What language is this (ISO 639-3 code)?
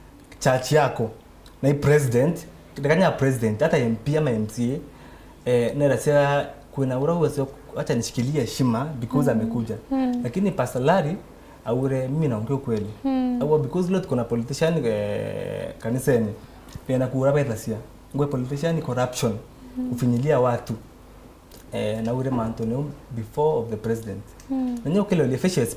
mer